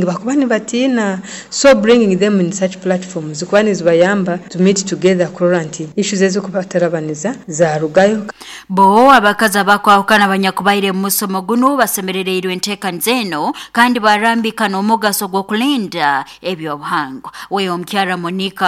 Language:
Nyoro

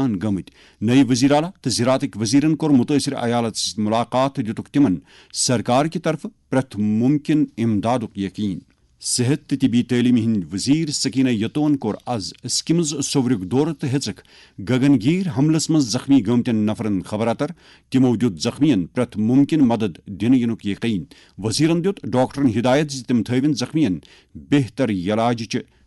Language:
Kashmiri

